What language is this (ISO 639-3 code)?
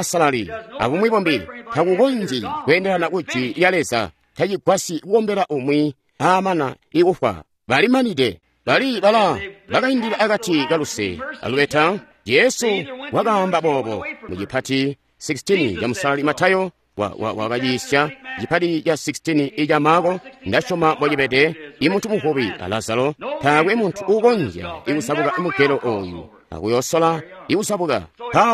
toi